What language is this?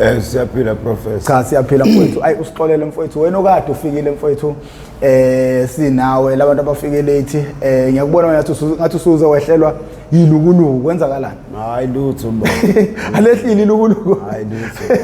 Zulu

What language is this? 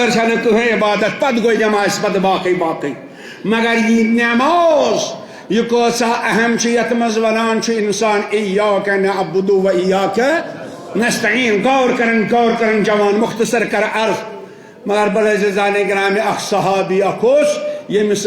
Kashmiri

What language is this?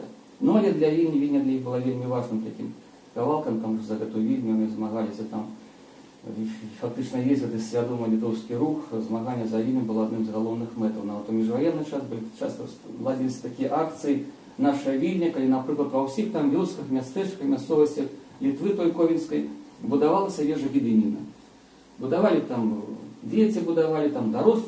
Belarusian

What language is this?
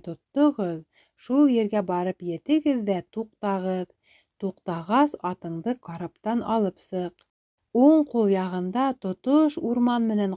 Bashkir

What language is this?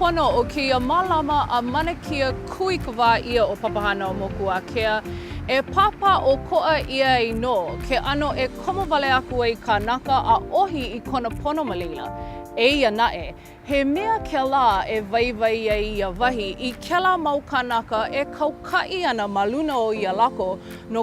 Hawaiian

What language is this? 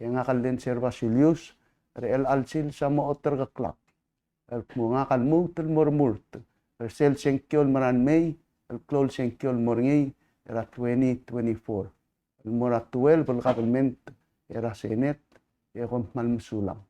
Palauan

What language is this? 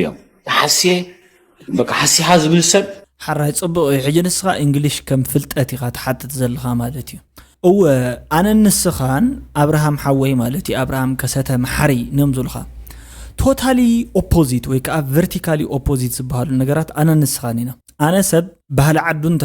Tigrinya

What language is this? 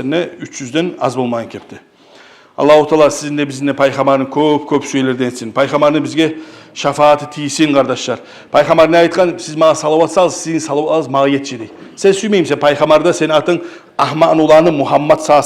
Kumyk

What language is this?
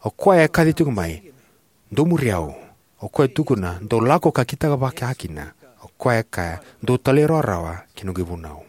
Fijian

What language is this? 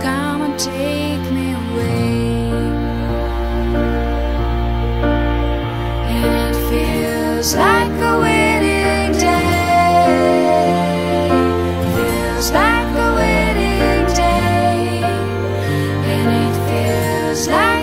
English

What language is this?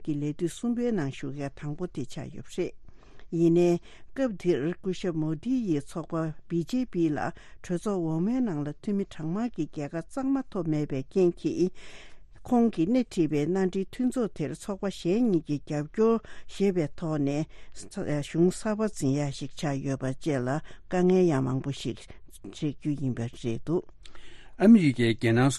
Tibetan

